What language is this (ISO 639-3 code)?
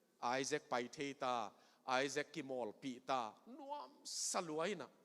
ctd